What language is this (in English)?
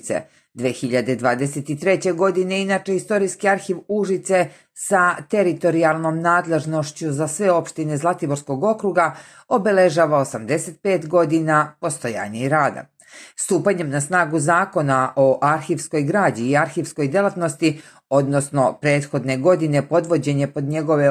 Serbian